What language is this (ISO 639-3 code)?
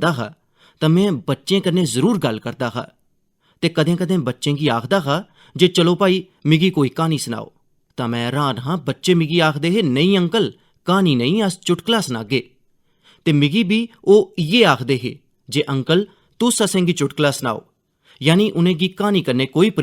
doi